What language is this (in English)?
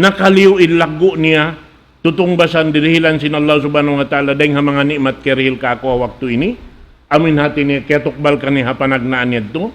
Tausug